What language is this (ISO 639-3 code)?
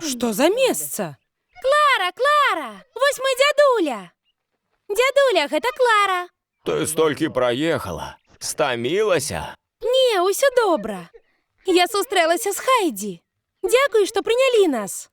bel